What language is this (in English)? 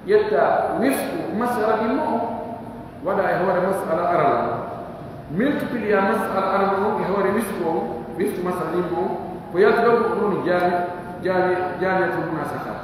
Pular